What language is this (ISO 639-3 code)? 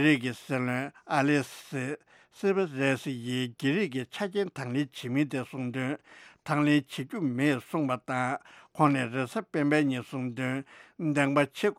bod